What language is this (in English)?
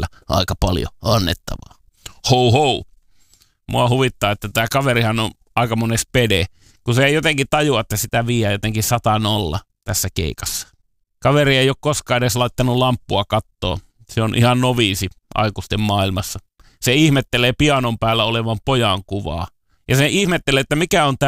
Finnish